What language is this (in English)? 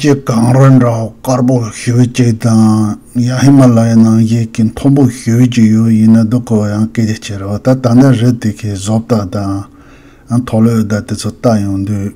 Tibetan